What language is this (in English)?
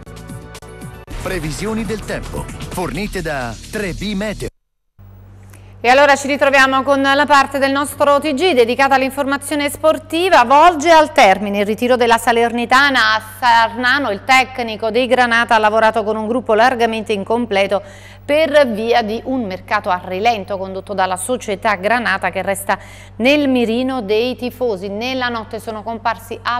Italian